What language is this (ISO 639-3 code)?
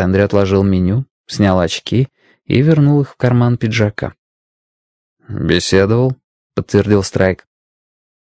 rus